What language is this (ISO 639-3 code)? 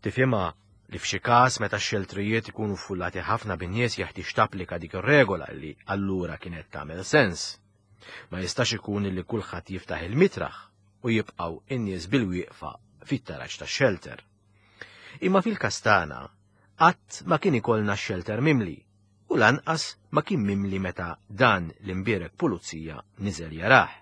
mlt